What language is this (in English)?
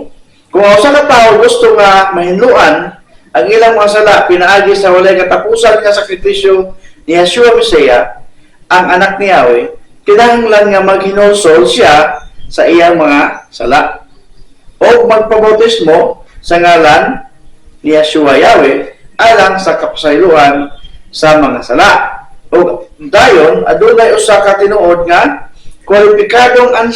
Cebuano